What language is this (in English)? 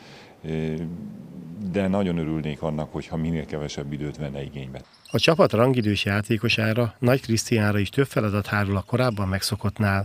Hungarian